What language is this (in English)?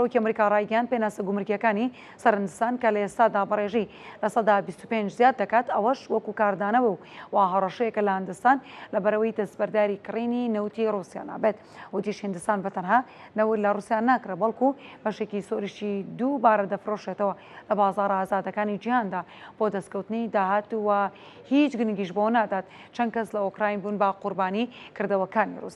Central Kurdish